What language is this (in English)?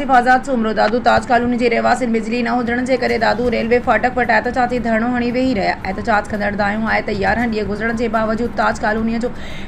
Sindhi